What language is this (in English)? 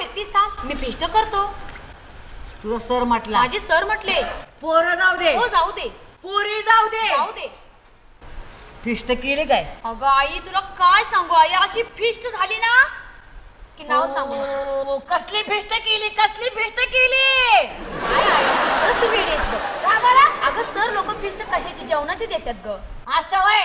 Marathi